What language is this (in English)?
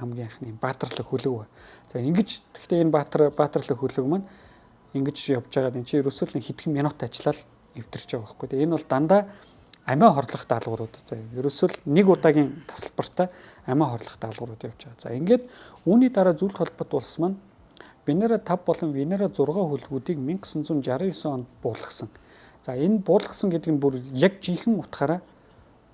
Mongolian